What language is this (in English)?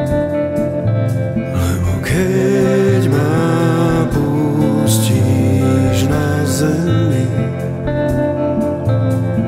Slovak